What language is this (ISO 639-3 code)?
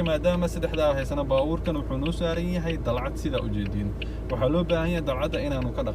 som